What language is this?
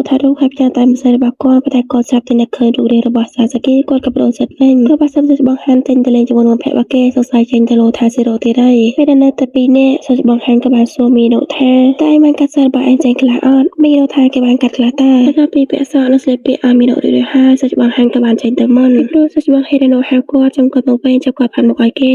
Khmer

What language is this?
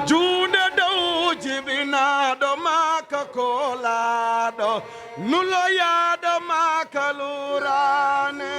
Fula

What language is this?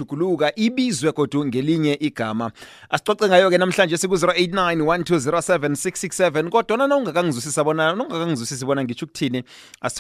South Ndebele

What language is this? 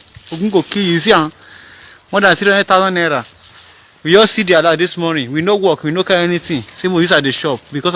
Nigerian Pidgin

